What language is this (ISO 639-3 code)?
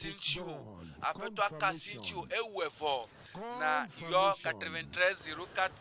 ewe